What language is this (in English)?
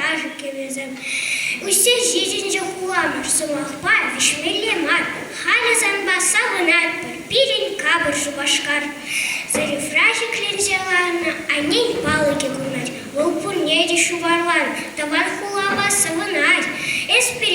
Chuvash